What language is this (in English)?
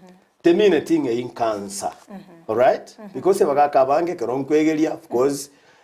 Gusii